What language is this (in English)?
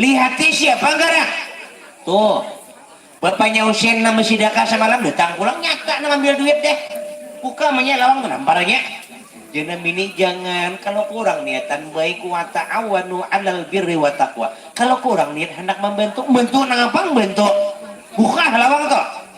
Banjar